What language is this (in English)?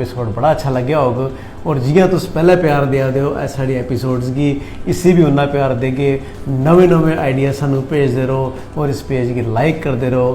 Dogri